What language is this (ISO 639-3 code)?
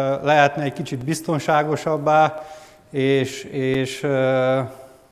hun